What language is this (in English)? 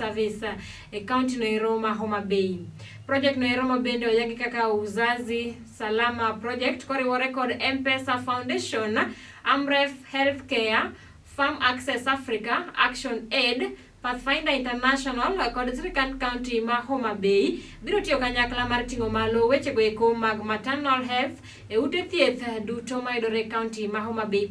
Luo (Kenya and Tanzania)